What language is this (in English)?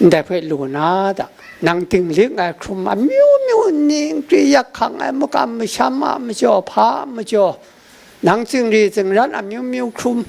Kachin